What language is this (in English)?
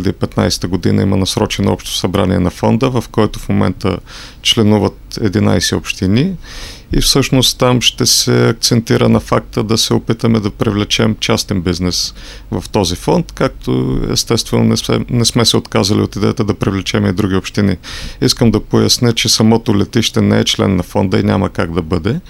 Bulgarian